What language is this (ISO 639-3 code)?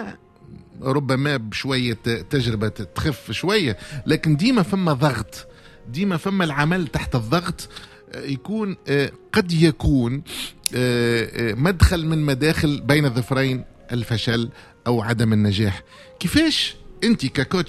aeb